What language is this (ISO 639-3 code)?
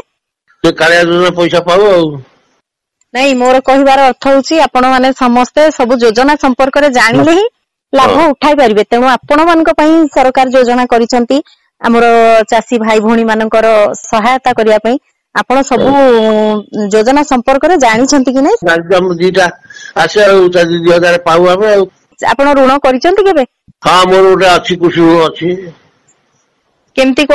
ori